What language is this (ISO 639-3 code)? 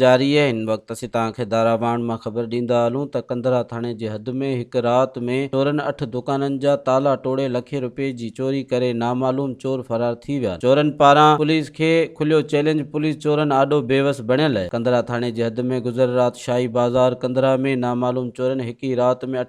snd